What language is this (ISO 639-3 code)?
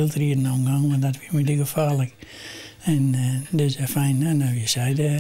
fry